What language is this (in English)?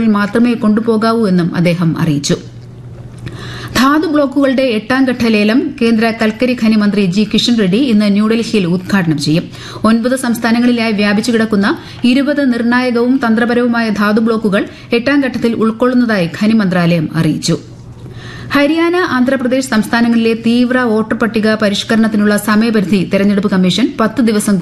Malayalam